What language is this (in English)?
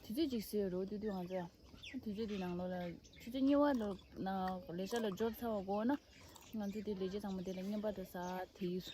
Tibetan